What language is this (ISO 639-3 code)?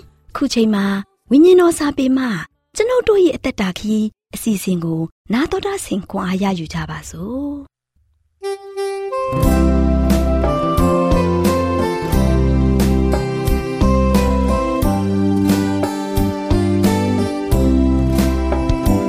mya